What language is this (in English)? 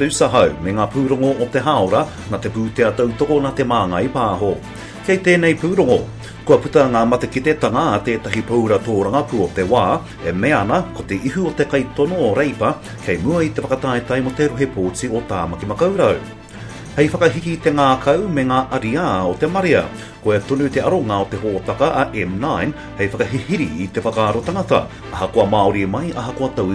Māori